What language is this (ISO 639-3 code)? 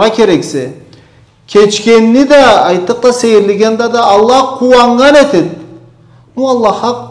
krc